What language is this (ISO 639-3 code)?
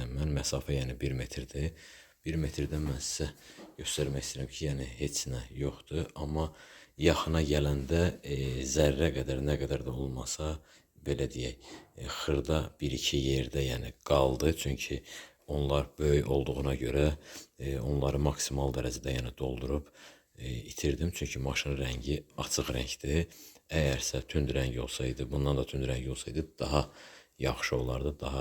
aze